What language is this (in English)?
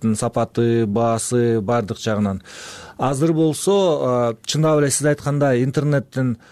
Kyrgyz